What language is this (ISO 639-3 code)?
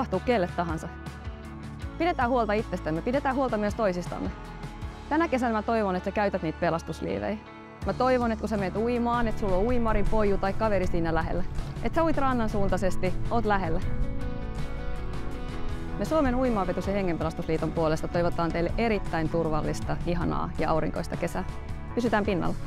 fin